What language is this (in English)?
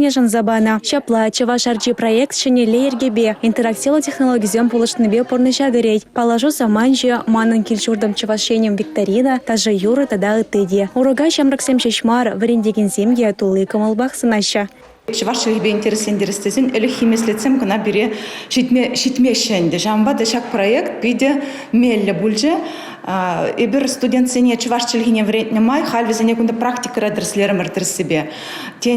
Chuvash